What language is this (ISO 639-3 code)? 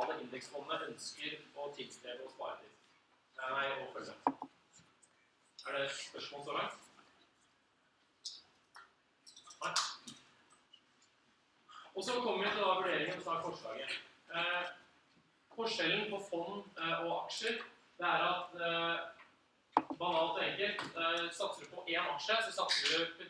nor